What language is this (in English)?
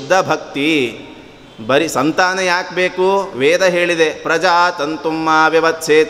Kannada